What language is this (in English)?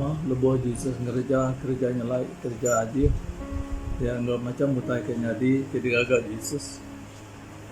Iban